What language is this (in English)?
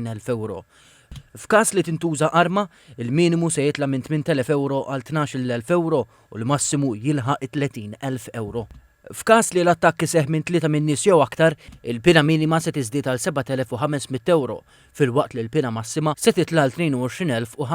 Maltese